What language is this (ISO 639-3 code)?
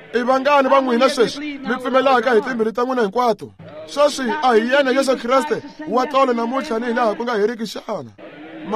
tso